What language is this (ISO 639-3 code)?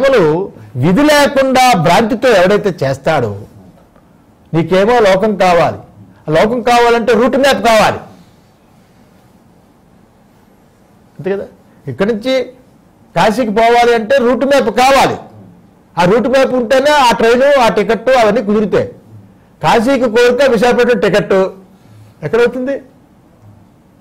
tel